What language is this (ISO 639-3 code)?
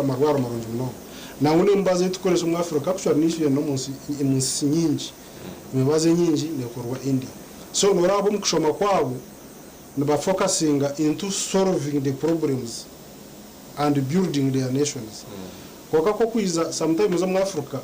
nyn